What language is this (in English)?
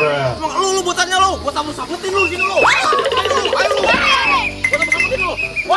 Betawi